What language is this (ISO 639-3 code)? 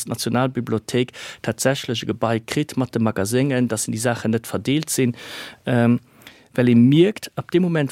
ltz